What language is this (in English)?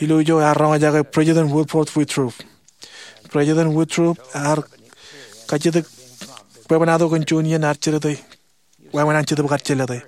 Marshallese